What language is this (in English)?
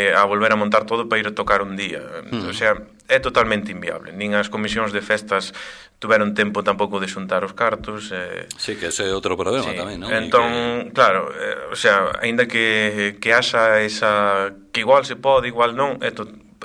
Galician